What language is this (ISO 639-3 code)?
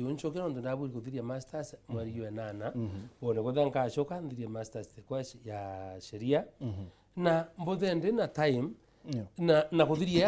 mer